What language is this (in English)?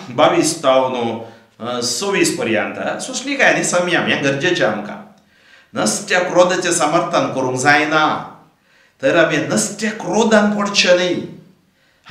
Konkani